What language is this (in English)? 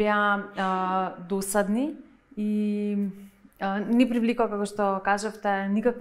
Macedonian